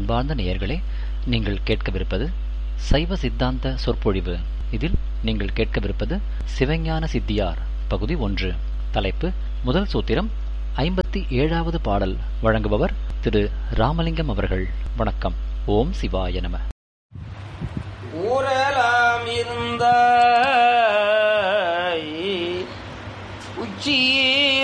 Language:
Tamil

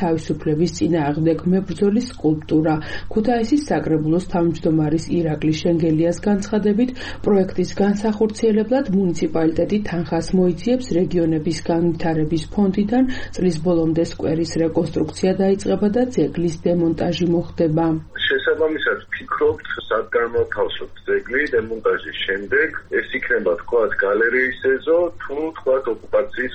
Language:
Georgian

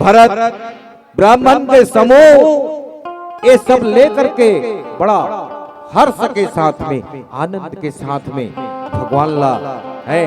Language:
Chhattisgarhi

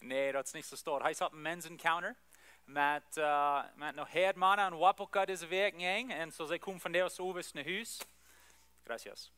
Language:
Plautdietsch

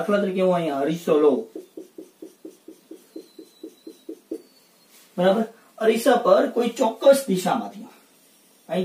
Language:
Gujarati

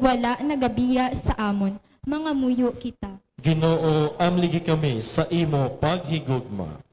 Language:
Hiligaynon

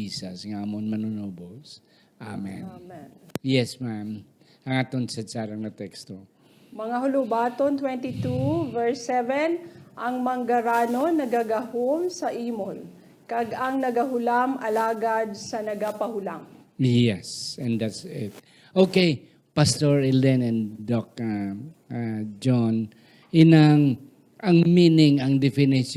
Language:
Hiligaynon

